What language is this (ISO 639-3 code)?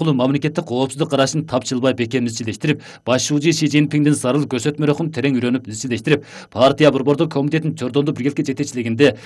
kir